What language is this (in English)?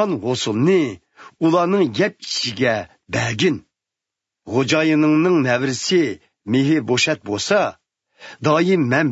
Uyghur